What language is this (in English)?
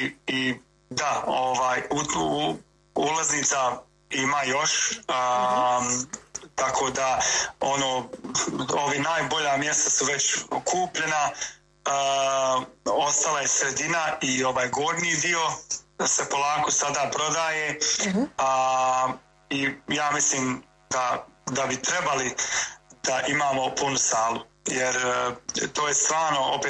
Bosnian